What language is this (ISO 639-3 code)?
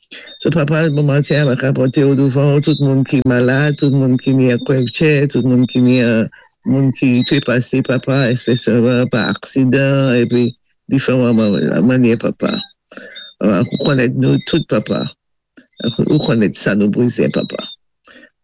acf